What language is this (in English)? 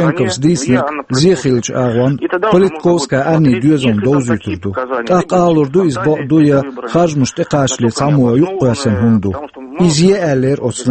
Chechen